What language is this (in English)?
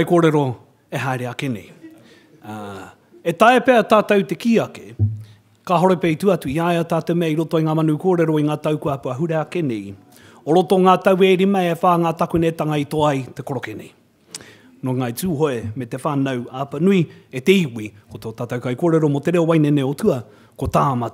Māori